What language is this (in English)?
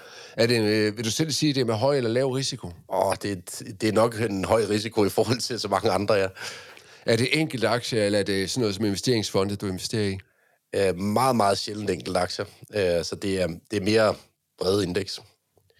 Danish